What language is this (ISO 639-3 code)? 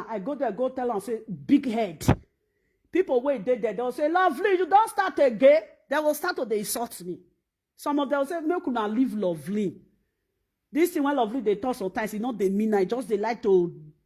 pcm